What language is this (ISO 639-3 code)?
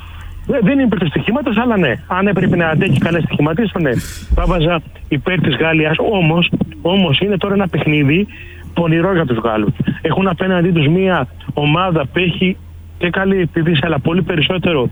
ell